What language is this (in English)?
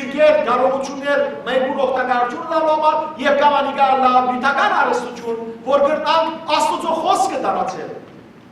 Western Armenian